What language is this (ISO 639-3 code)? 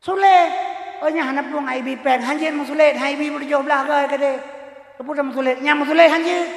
ace